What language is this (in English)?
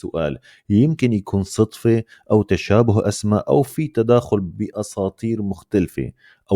North Levantine Arabic